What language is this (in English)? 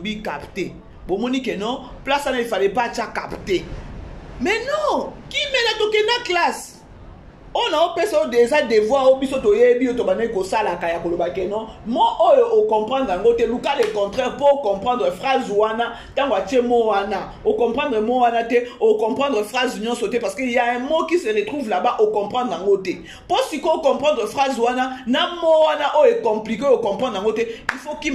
Lingala